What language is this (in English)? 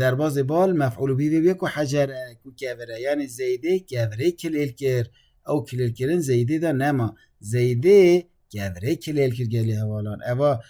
Kurdish